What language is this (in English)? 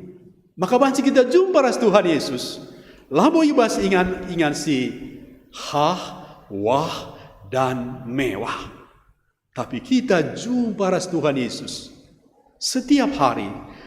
Batak Karo